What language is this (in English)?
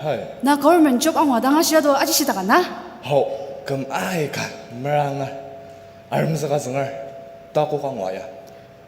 Ao Naga